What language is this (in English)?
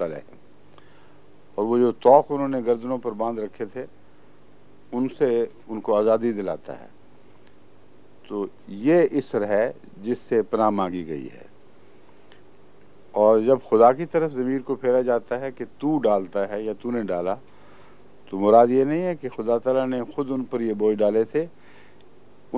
Urdu